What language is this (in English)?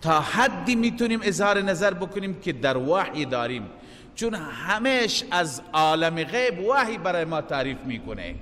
Persian